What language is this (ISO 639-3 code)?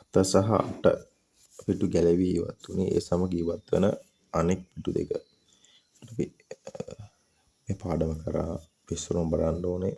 sin